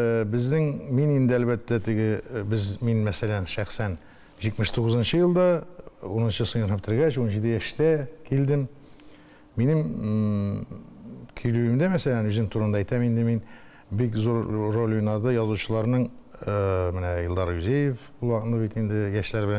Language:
Tatar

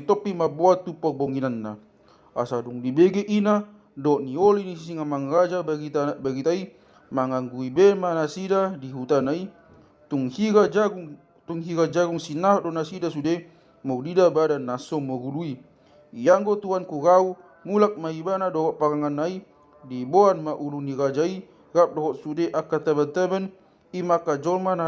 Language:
Batak Toba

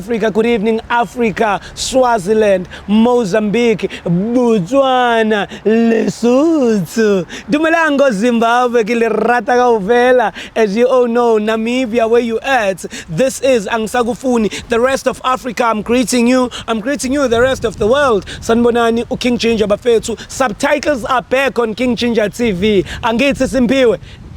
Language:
Zulu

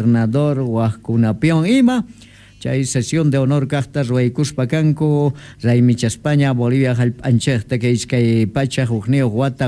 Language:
South Bolivian Quechua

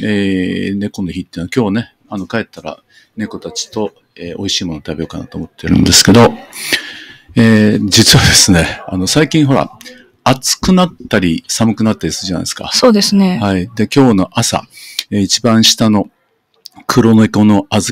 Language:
Japanese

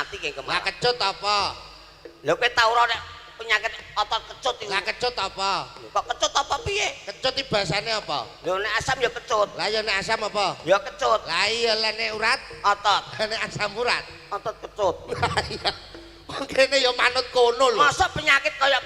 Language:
Javanese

